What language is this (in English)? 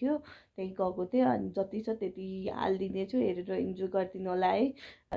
Nepali